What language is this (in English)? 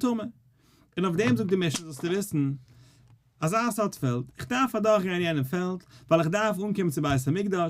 Yiddish